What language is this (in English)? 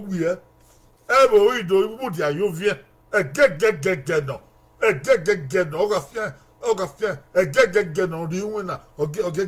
Bini